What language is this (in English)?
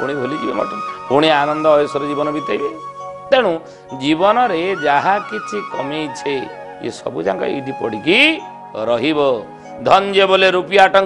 Odia